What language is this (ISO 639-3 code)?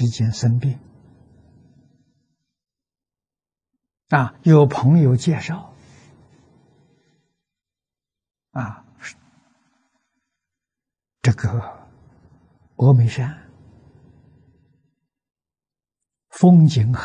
zho